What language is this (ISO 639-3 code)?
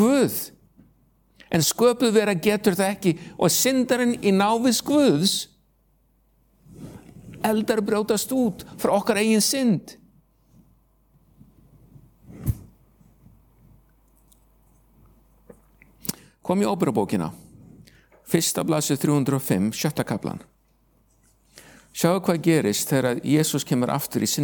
isl